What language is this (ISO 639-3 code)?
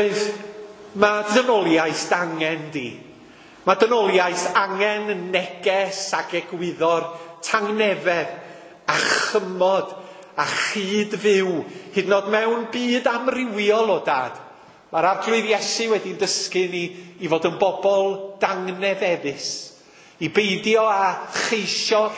cym